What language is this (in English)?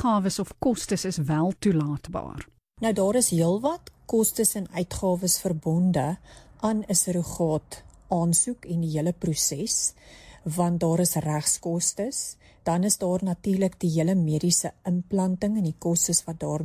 Afrikaans